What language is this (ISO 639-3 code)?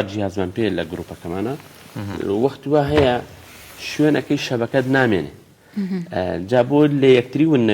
ckb